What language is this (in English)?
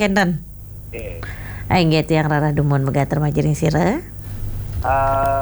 Balinese